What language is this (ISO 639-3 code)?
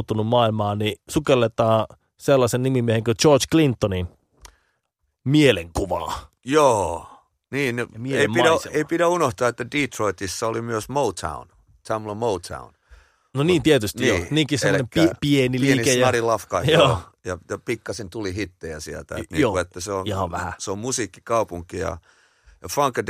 fin